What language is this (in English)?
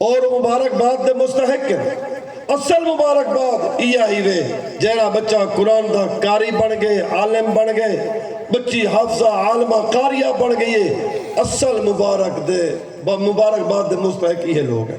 Saraiki